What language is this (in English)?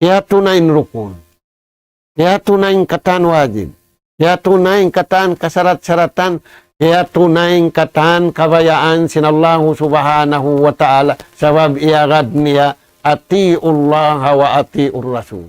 Tausug